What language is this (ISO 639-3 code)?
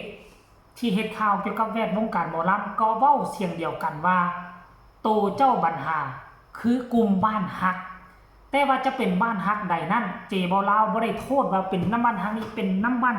tts